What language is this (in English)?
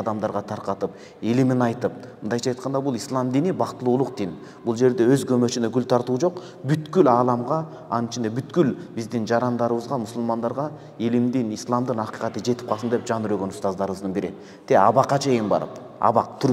Kyrgyz